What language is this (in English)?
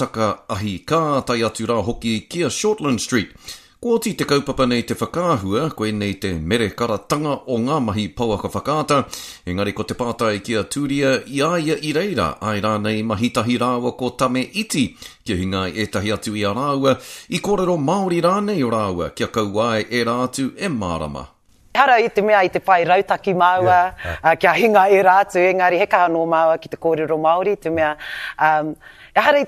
Māori